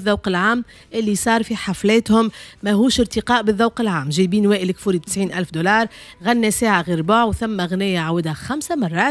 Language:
Tunisian Arabic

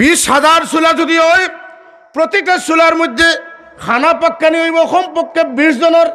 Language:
Sylheti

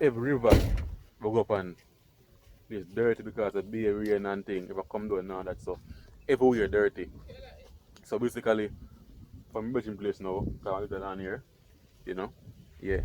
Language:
Jamaican Creole English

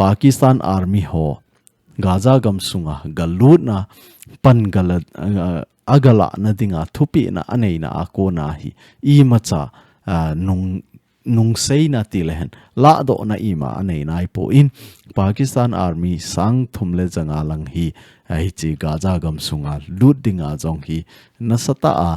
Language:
Thado Chin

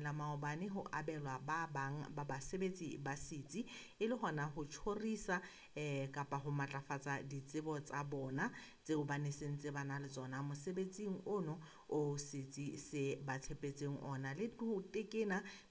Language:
Southern Sotho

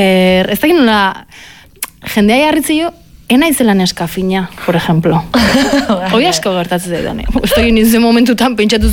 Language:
Basque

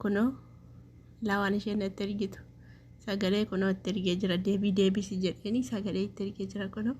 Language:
Oromo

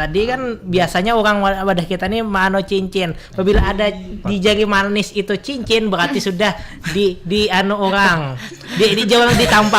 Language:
Banjar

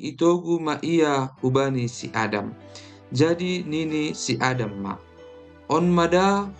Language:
Batak Simalungun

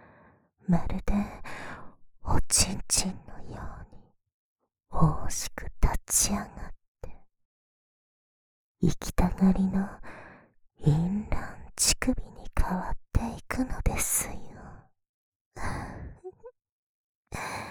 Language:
Japanese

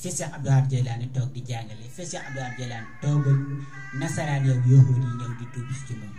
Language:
Wolof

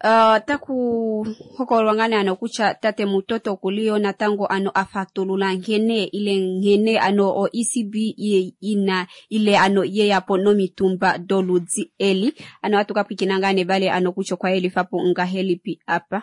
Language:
Kuanyama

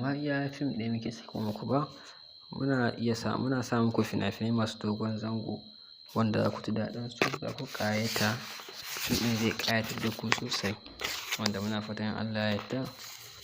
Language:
Hausa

